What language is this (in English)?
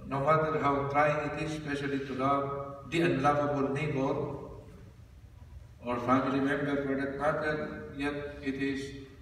English